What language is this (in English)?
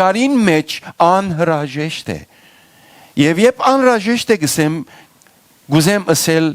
Western Armenian